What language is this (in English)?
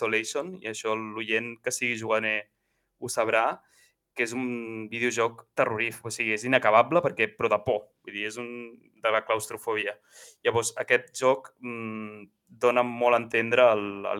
Catalan